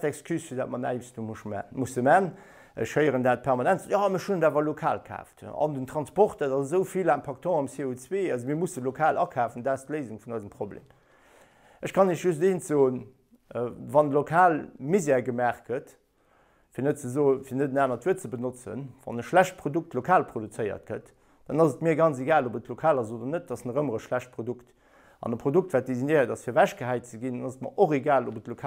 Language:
Luxembourgish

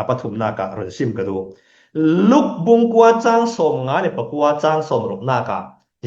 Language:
Falam Chin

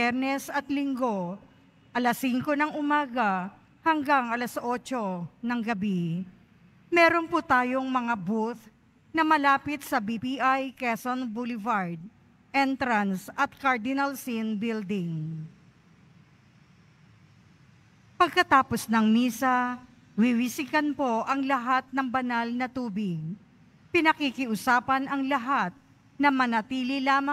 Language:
Filipino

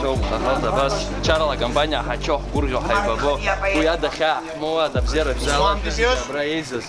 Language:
Abkhazian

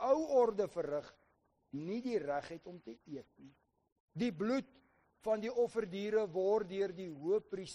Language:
Afrikaans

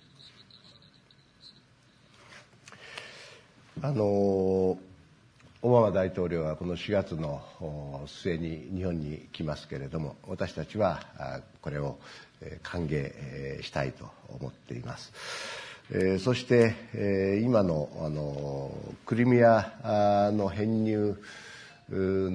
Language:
Japanese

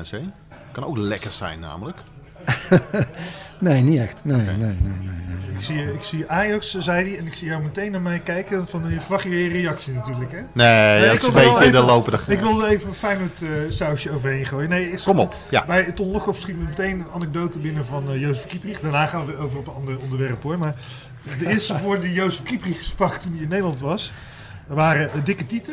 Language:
Dutch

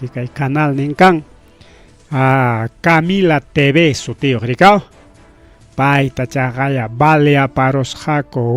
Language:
Ayacucho Quechua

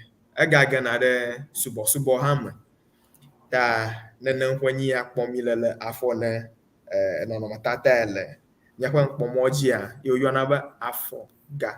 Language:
Ewe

